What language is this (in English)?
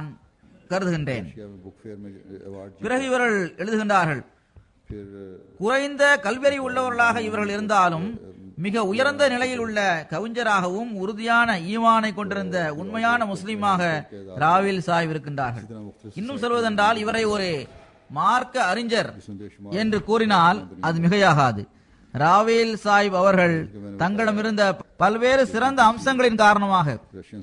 Tamil